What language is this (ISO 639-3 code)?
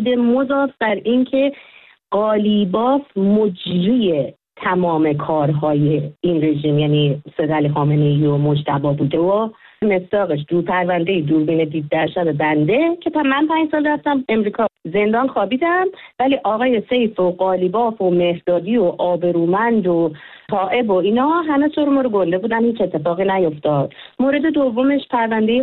fas